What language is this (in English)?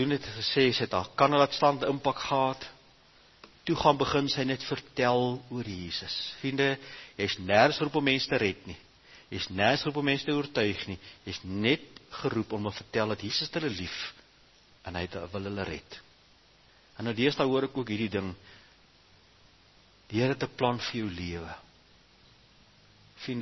Afrikaans